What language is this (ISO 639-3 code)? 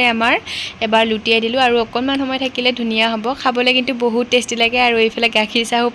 asm